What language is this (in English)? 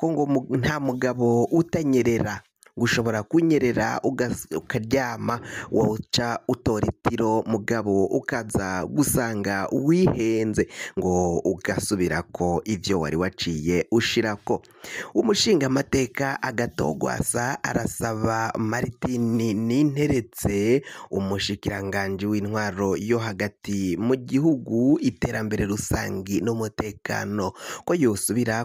Rundi